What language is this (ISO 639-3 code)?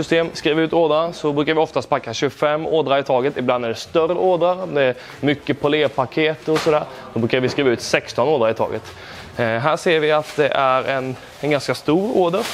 swe